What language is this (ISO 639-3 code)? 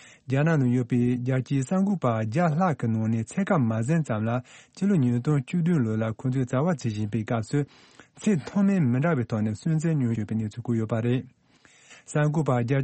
bod